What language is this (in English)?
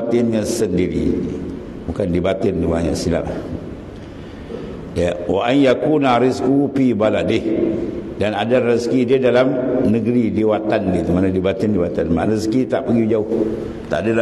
Malay